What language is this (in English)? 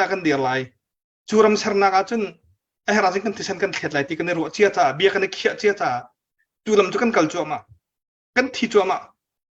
Hakha Chin